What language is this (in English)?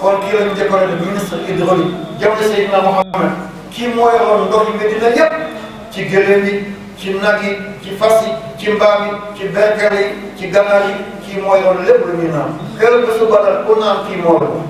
Wolof